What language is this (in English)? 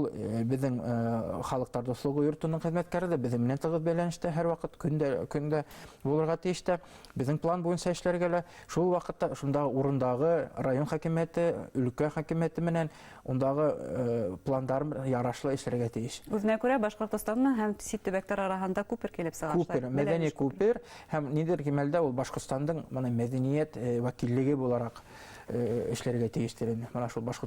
Bashkir